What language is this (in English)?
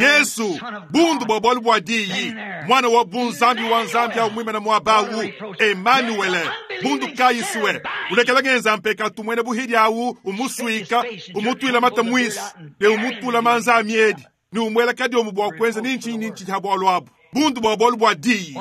Luba-Lulua